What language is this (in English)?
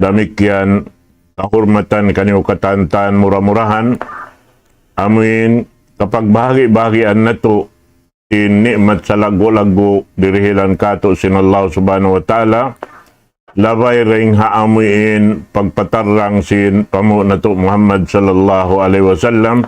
Tausug